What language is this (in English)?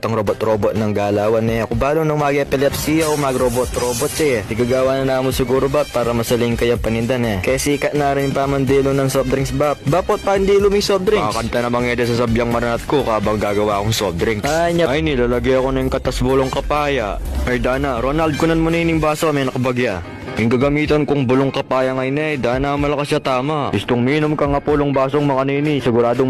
Pampanga